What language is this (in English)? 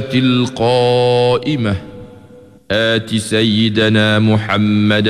Malay